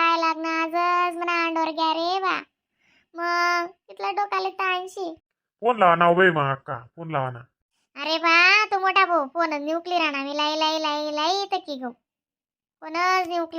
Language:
Khandesi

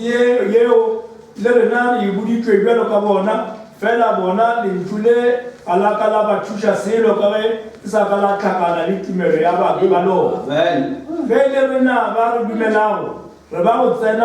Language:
Northern Sotho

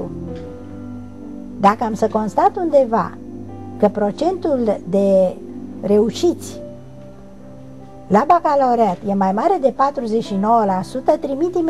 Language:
Romanian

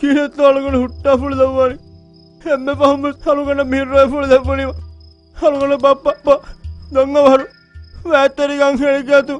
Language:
Divehi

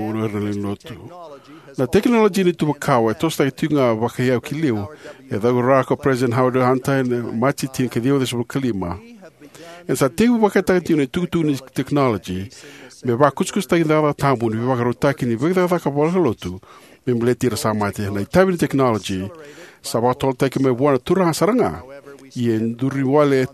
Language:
Fijian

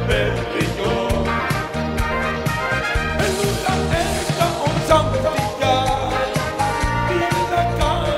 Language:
Basque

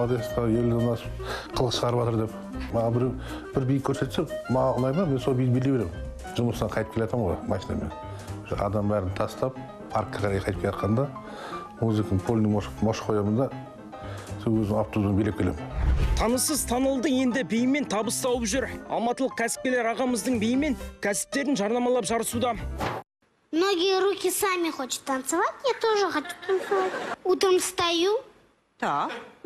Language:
Kazakh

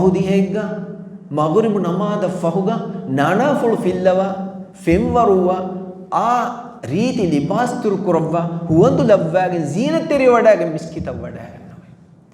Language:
Divehi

